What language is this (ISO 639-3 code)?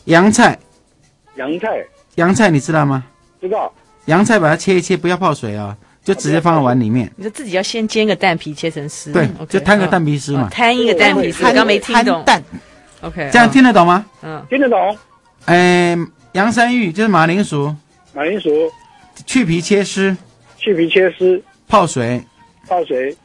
zho